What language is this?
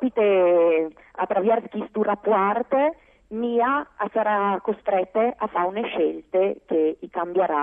Friulian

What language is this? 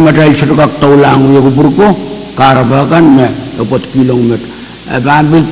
Pohnpeian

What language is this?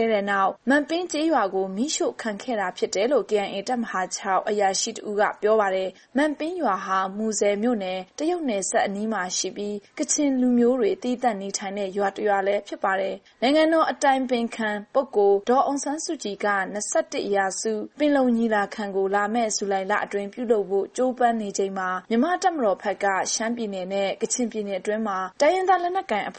Burmese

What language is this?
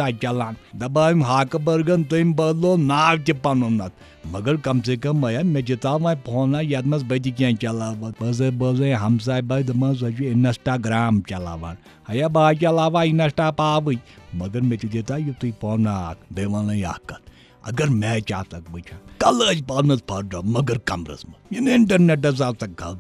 Kashmiri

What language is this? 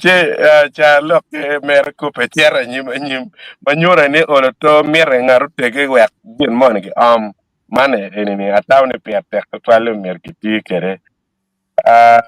Acoli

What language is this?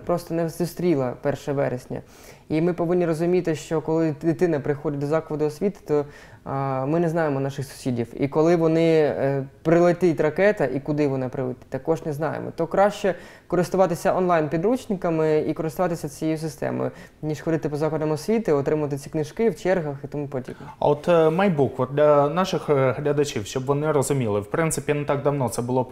Ukrainian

